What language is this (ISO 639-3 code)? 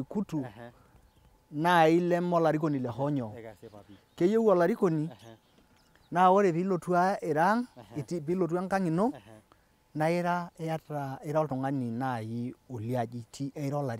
mas